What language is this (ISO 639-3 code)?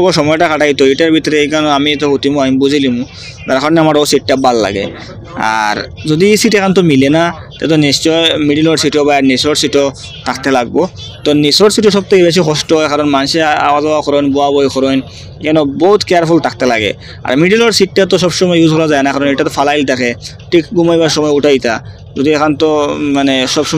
syl